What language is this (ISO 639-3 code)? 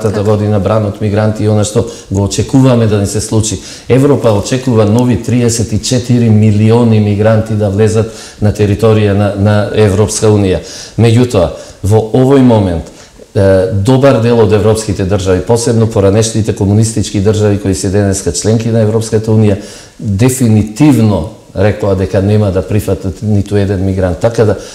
mkd